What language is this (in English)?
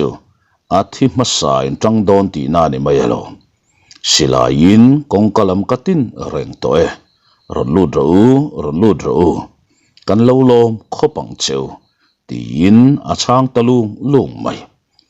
Mizo